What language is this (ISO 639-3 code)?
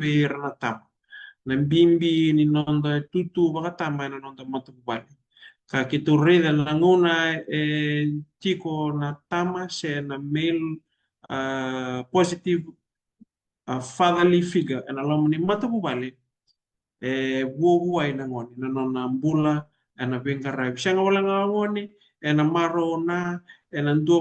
fij